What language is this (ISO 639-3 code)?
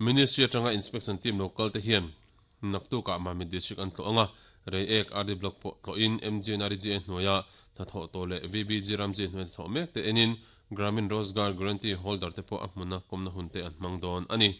lus